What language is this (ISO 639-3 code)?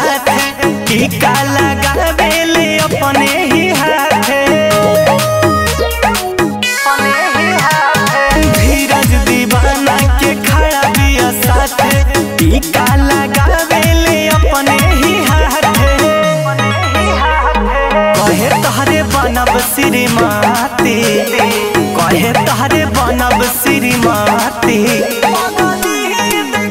bho